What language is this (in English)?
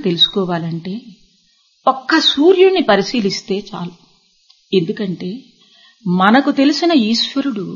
Telugu